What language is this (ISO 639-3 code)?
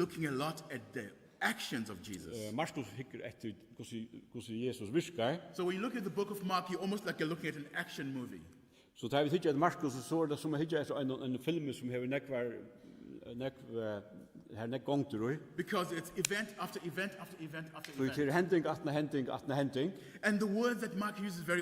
fao